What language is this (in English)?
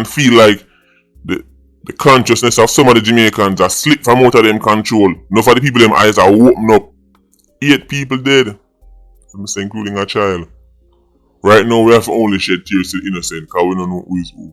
Jamaican Creole English